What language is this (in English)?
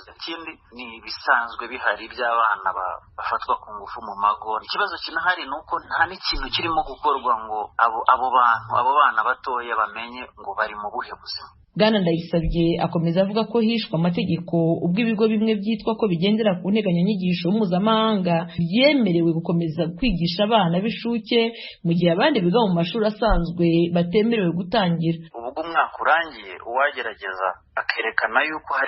Rundi